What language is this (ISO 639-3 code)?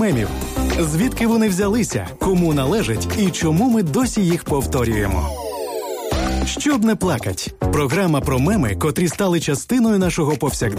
ukr